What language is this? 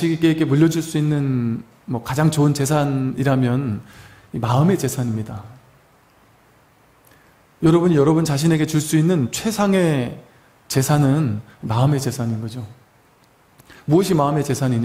Korean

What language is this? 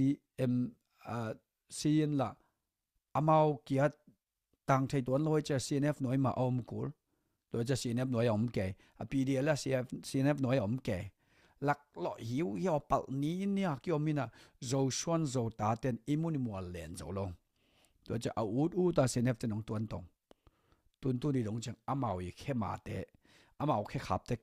Tedim Chin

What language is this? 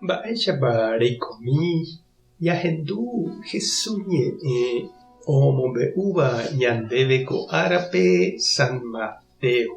Guarani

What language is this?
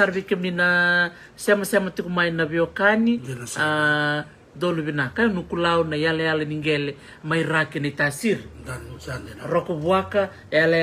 Fijian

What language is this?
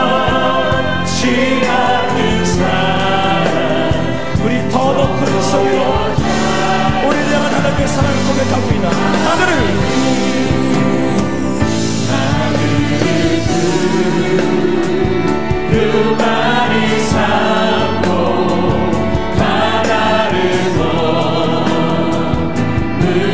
Korean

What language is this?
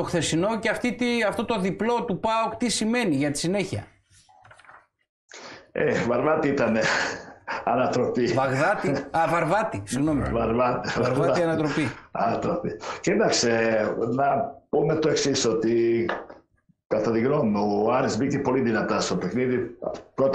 Greek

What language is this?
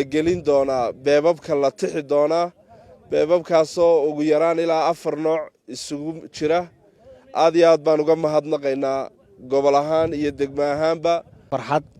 Somali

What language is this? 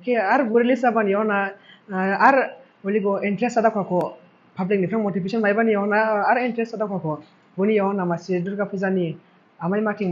Dimasa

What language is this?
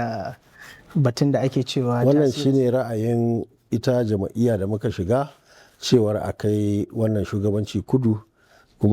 Hausa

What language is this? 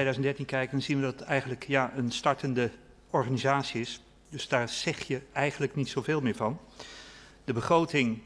Dutch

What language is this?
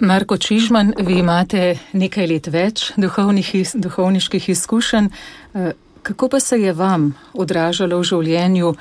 Slovenian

